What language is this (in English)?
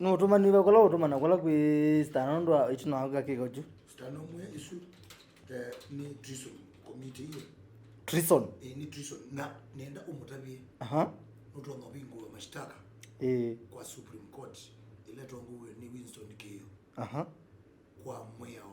Kamba